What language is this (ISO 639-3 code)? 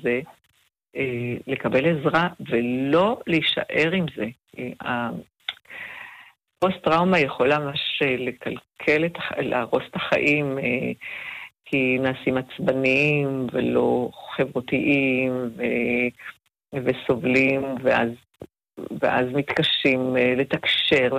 heb